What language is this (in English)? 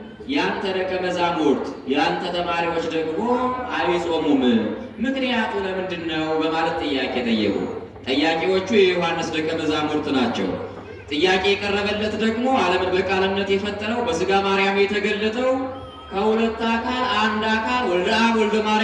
Amharic